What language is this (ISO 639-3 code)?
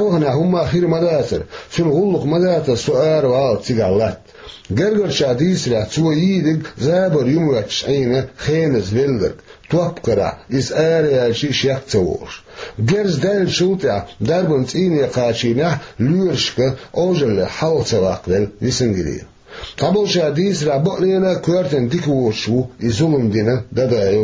che